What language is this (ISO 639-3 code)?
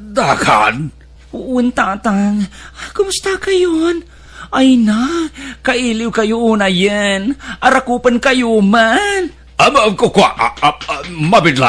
ilo